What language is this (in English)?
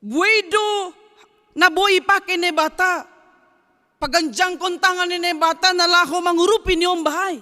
Batak Simalungun